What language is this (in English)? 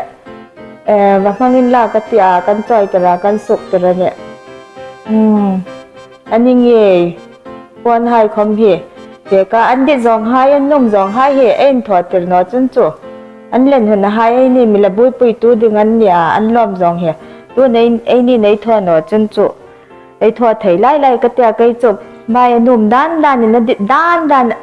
Hmar